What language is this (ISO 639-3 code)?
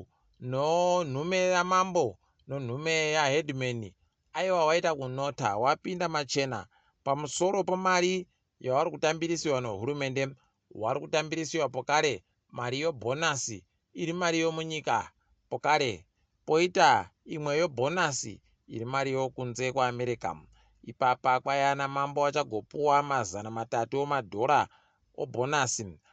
ndc